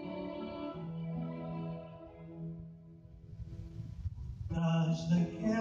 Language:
Portuguese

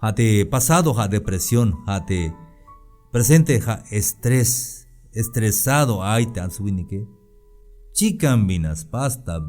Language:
Tzeltal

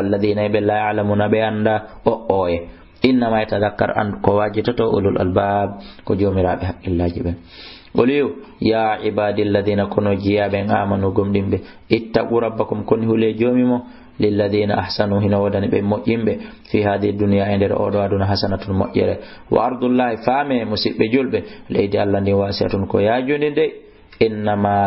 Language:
Fula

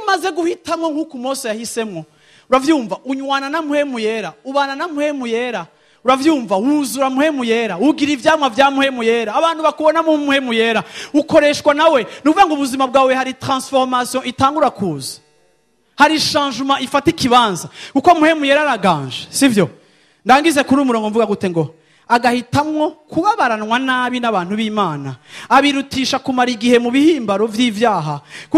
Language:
Rundi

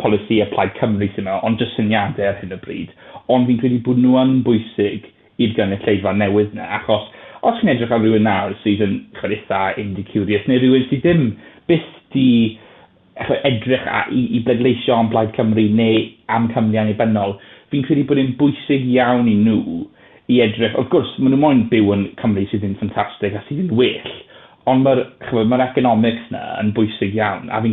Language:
Welsh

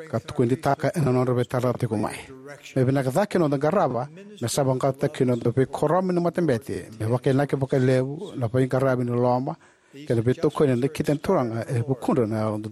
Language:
Fijian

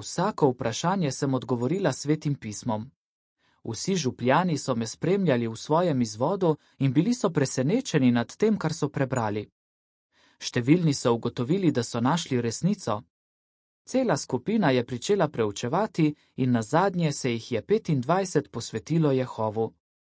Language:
Slovenian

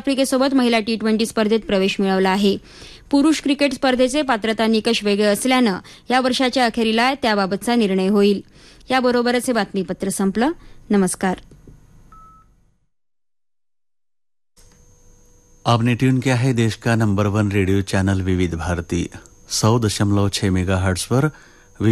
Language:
Marathi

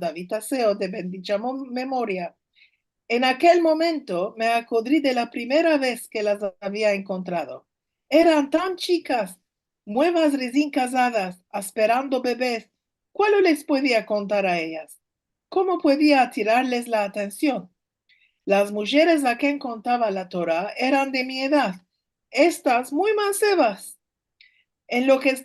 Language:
Ladino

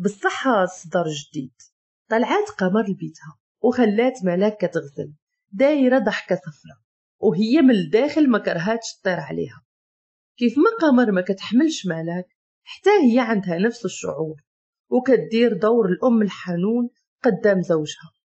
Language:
Moroccan Arabic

